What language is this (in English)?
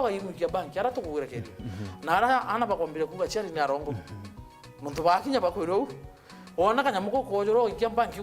Meru